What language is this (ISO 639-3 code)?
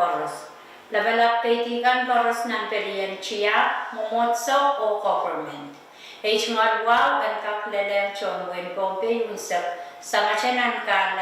pon